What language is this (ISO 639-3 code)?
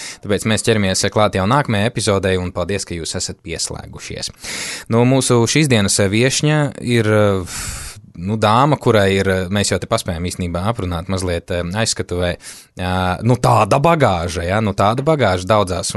lav